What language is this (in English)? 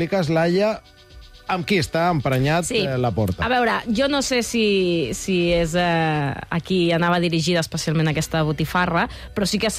Catalan